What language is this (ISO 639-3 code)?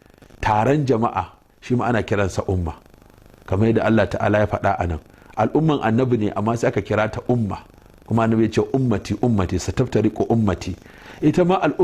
hau